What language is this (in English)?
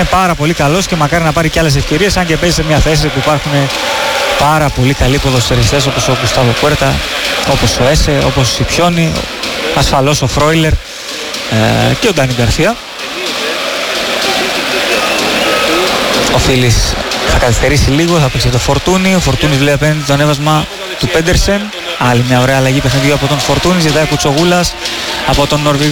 Greek